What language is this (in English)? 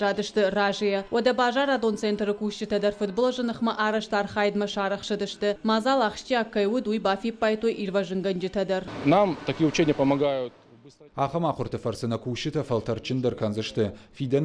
Ossetic